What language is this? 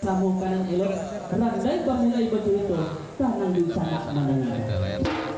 Minangkabau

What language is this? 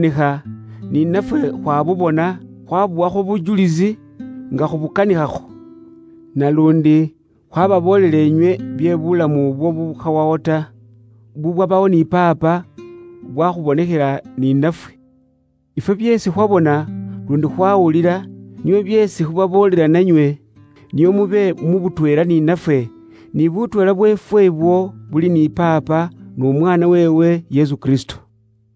Luyia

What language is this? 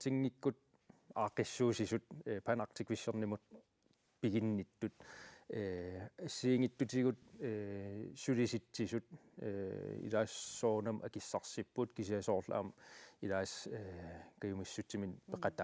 Kalaallisut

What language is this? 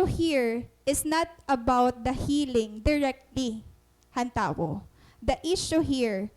Waray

